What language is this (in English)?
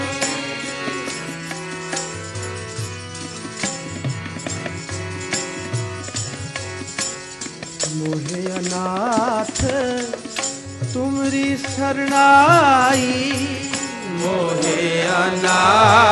Punjabi